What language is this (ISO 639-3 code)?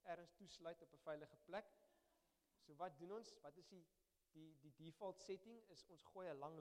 afr